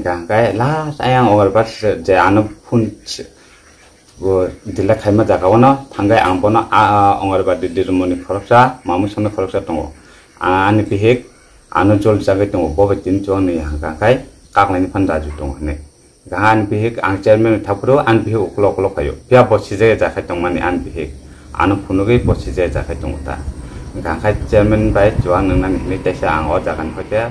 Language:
Kok Borok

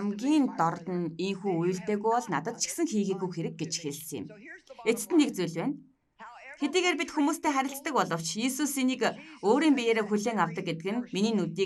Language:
Mongolian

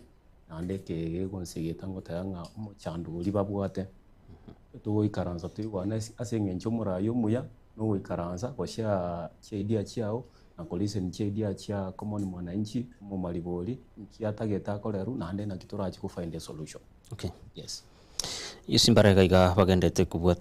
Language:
Gusii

